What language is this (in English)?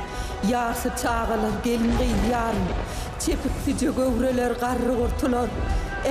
Turkmen